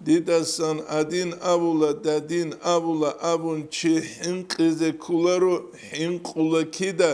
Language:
Avaric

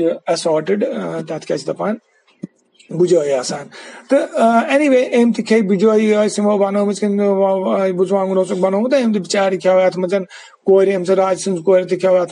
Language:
Kashmiri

